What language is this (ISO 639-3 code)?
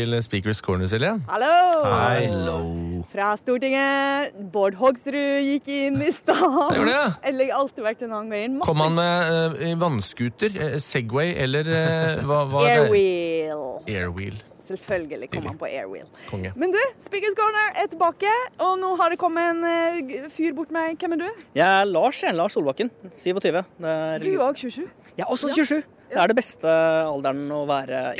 nor